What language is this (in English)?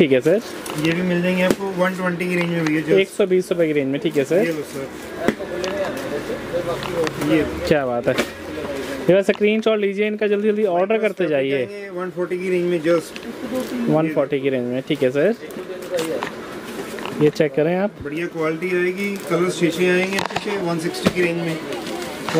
Hindi